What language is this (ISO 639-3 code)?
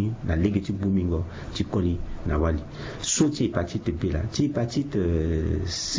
sag